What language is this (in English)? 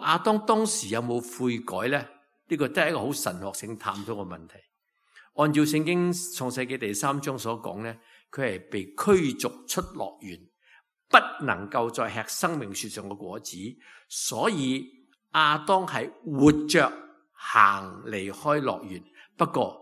Cantonese